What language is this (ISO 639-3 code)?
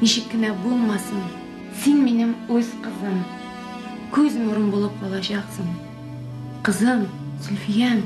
tat